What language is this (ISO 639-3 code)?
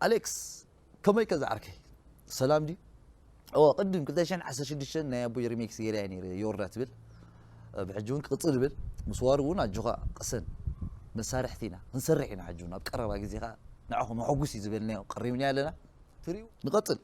tir